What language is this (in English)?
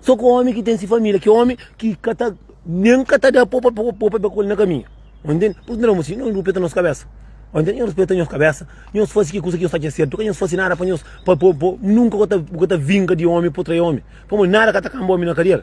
Kabuverdianu